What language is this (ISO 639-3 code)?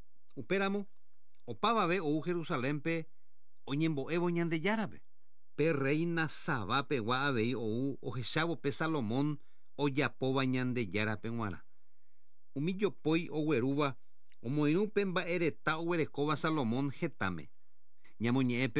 grn